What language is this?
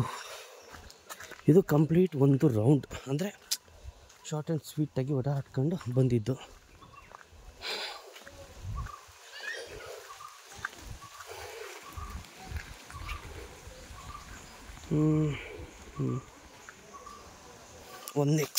Kannada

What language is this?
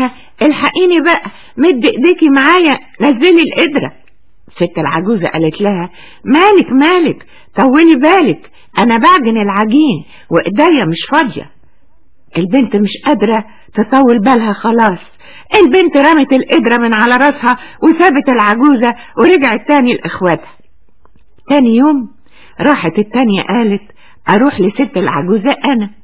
Egyptian Arabic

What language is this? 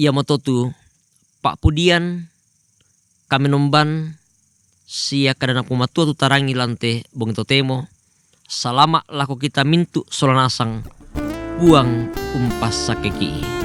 Toraja-Sa'dan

